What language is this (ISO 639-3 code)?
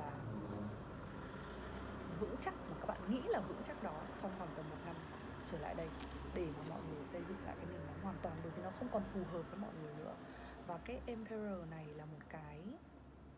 vie